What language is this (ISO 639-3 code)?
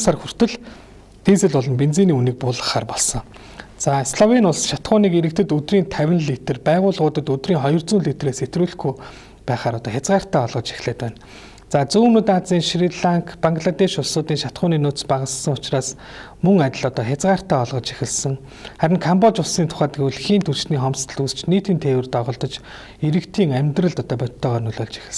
mon